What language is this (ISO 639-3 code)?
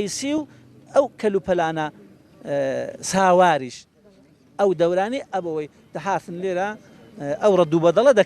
ckb